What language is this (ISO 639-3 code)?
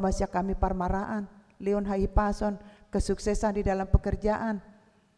bbc